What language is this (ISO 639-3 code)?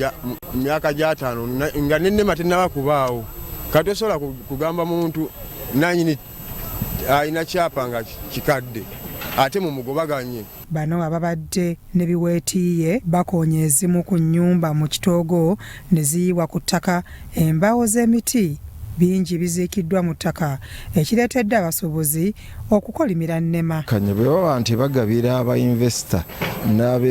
lug